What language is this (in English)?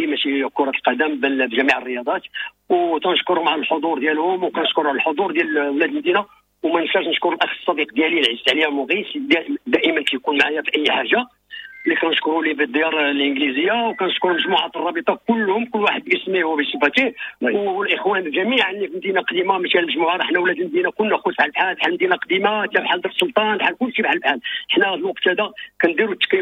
Moroccan Arabic